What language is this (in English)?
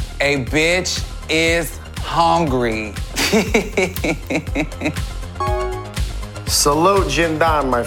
Danish